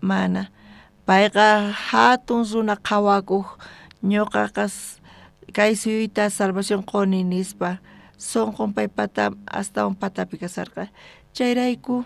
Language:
South Bolivian Quechua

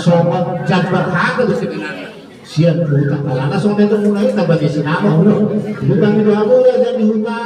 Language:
Batak Toba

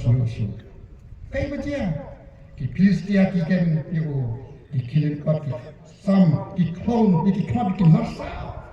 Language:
Khasi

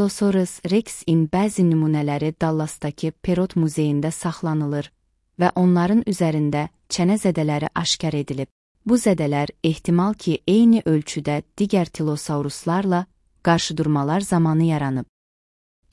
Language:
Azerbaijani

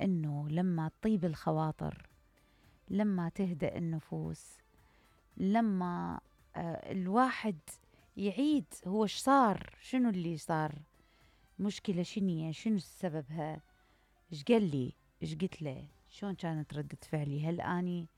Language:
Mesopotamian Arabic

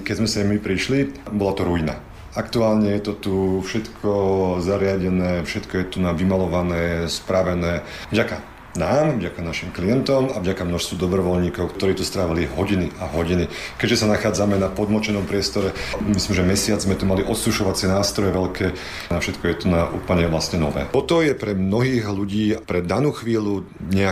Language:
Slovak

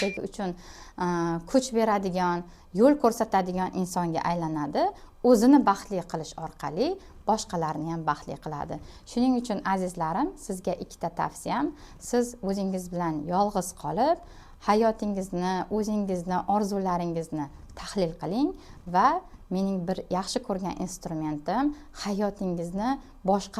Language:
Uzbek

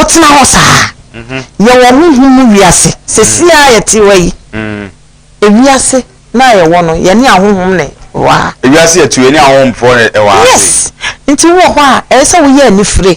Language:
Akan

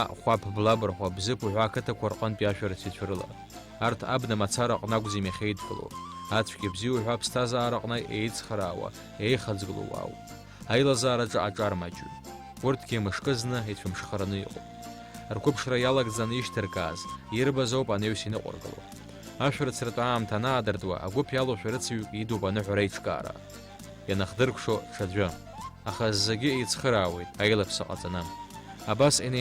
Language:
Abkhazian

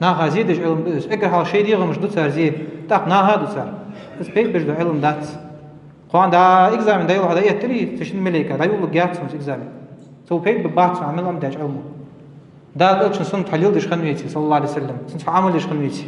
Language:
Ingush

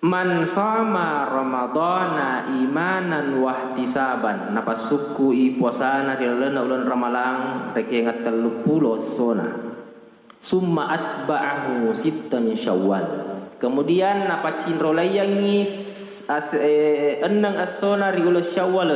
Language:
Buginese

